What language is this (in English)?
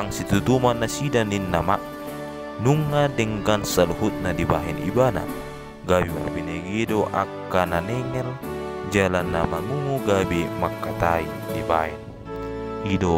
Batak Toba